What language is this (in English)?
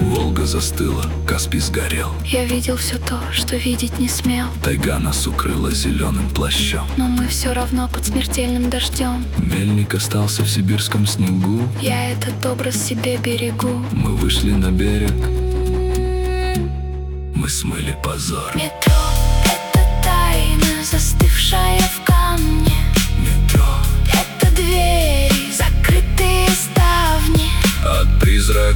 Russian